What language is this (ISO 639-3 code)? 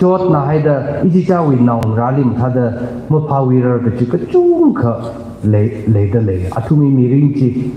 nmf